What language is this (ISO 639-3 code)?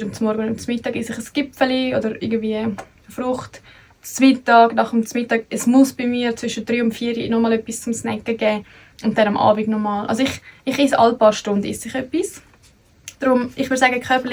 gsw